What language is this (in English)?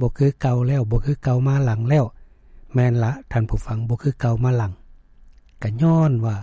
Lao